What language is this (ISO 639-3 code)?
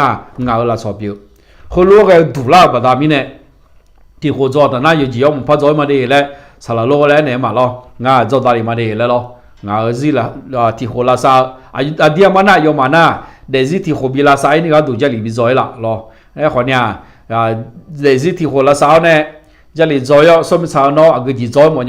ahk